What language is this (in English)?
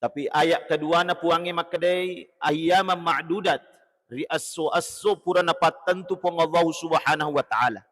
Buginese